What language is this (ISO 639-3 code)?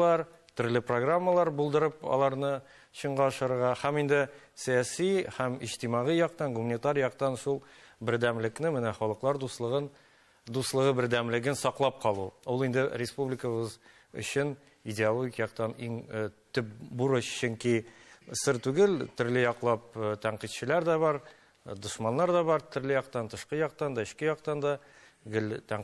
tat